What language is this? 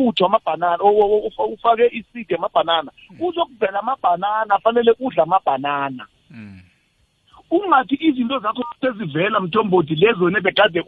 South Ndebele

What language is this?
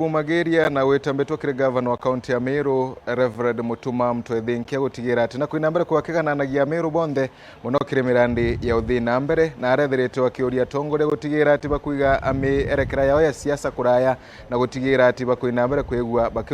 Meru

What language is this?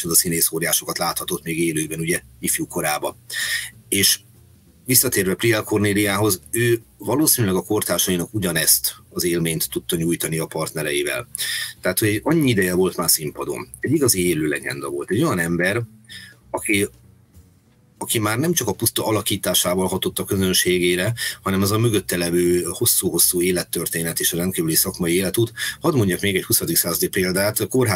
Hungarian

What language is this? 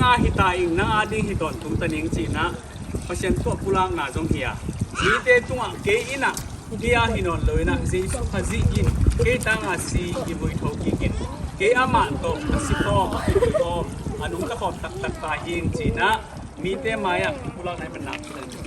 Tedim Chin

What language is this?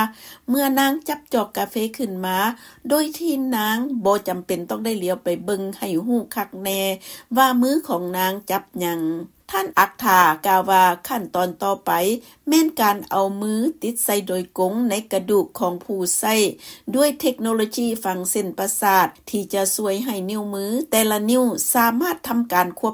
Lao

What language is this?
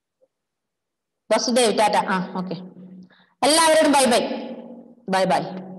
Malayalam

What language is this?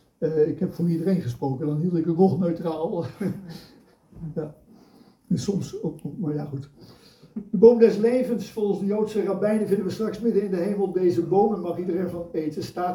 Dutch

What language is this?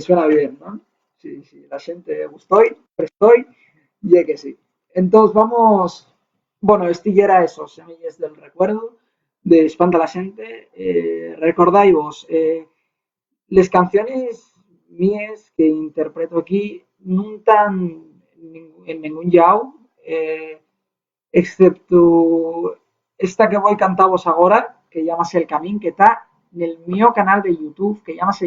Asturian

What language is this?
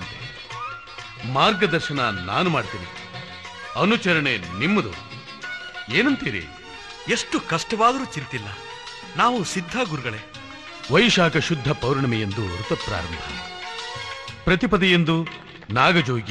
Kannada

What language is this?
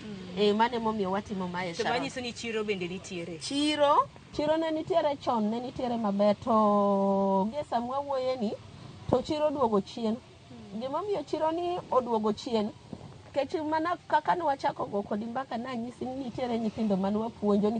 Luo (Kenya and Tanzania)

